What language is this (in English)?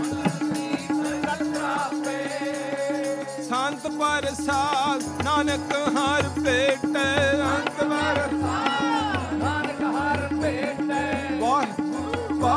Punjabi